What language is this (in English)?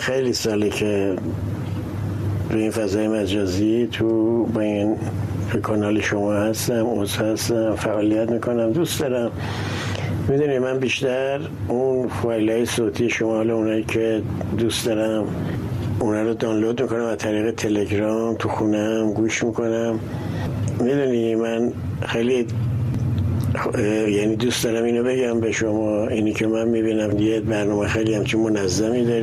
Persian